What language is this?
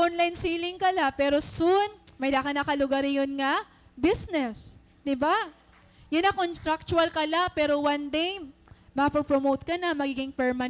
Waray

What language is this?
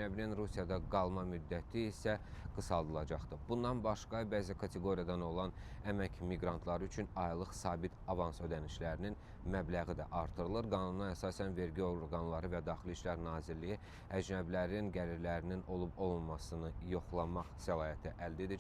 Azerbaijani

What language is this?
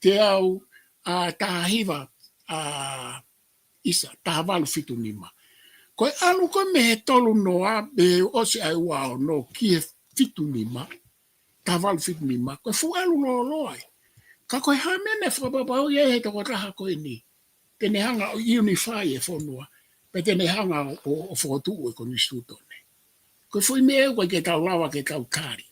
Tongan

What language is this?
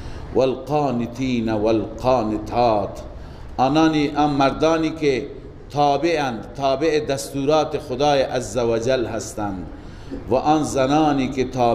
Persian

